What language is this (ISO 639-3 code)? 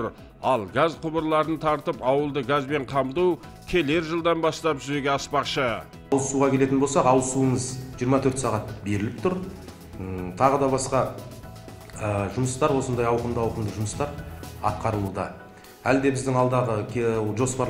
kaz